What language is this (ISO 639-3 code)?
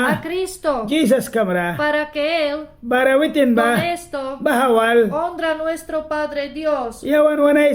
miq